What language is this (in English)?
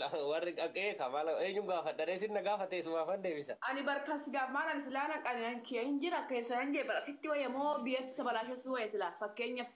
Oromo